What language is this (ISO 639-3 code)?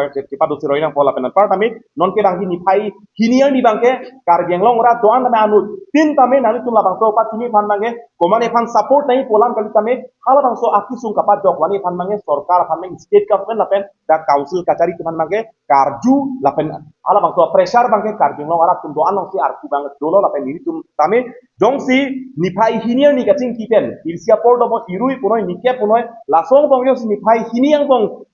mjw